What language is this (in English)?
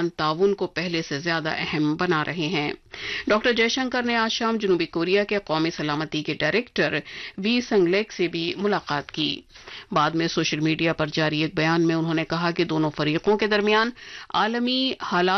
Urdu